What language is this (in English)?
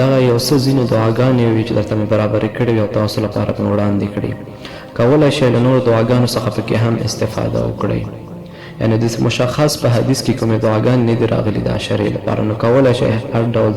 Pashto